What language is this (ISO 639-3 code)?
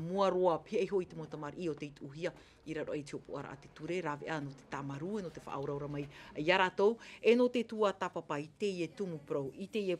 tah